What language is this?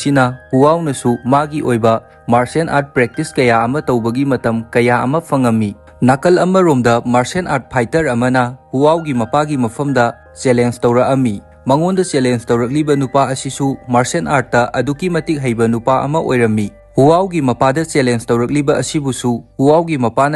Manipuri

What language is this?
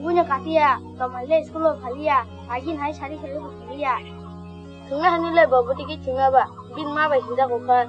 Kok Borok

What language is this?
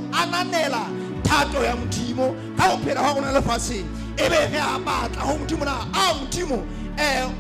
Southern Sotho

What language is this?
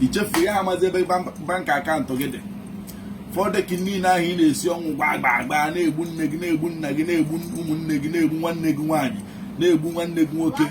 Igbo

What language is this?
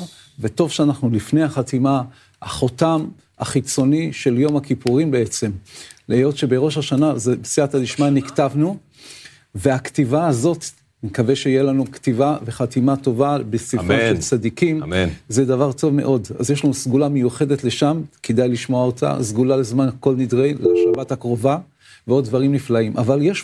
Hebrew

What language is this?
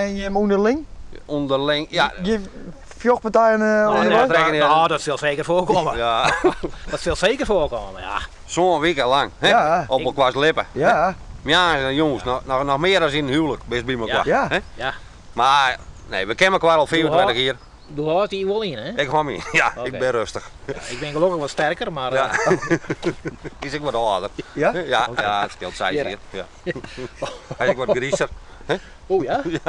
Western Frisian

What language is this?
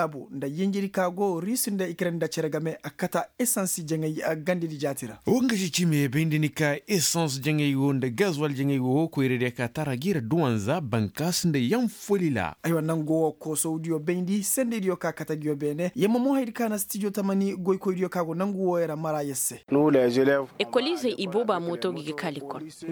Koyraboro Senni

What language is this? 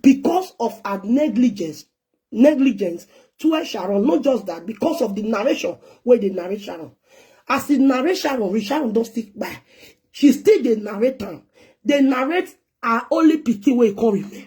Nigerian Pidgin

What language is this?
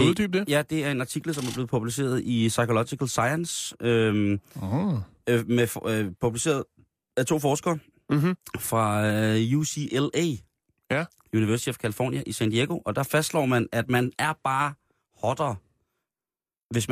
Danish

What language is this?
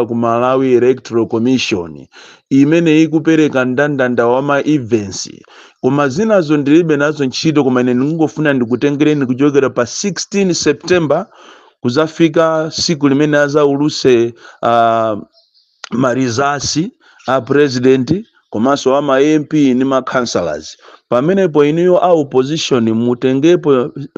Nyanja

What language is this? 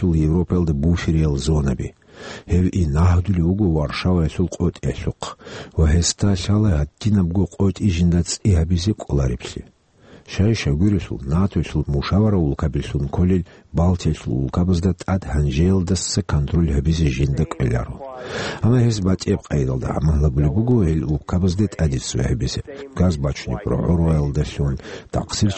Avaric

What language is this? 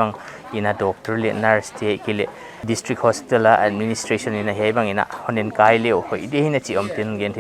Paite Chin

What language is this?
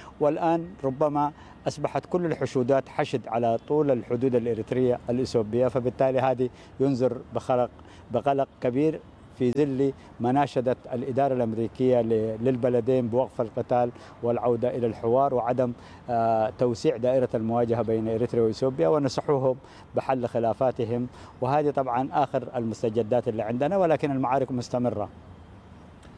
Arabic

